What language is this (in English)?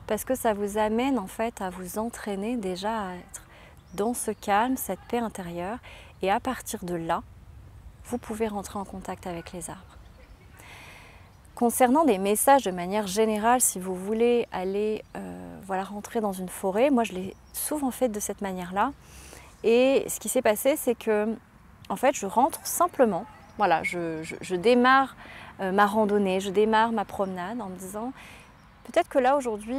French